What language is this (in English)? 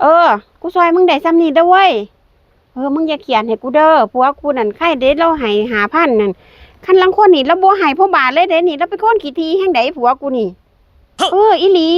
Northeastern Thai